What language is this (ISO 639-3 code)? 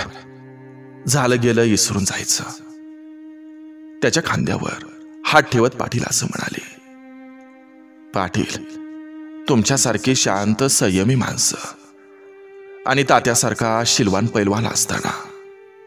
mar